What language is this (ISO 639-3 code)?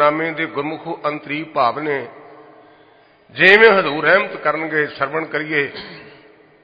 pan